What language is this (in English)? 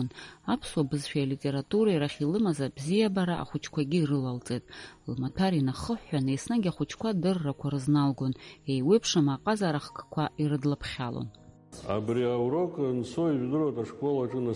Abkhazian